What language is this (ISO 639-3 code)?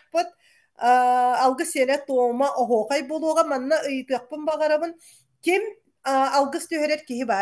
sah